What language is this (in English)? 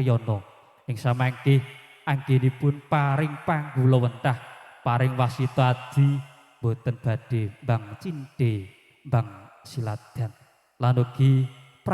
Javanese